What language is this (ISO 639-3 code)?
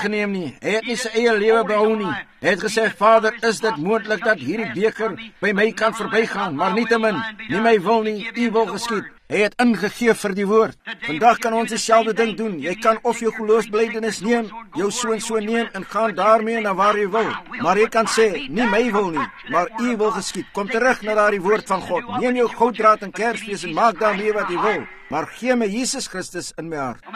afr